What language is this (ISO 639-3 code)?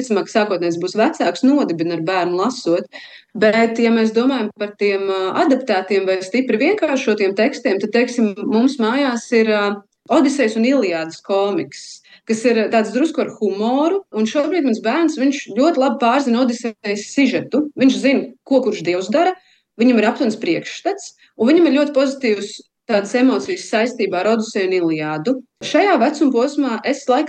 lav